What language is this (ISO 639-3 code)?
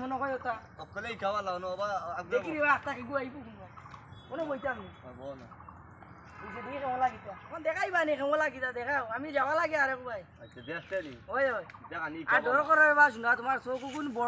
syl